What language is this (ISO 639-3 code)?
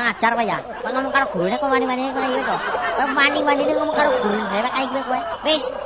jav